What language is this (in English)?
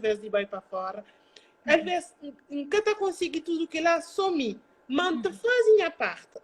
Kabuverdianu